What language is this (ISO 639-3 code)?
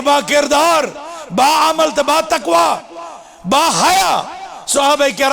kas